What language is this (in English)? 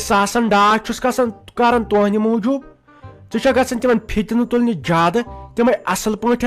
Kashmiri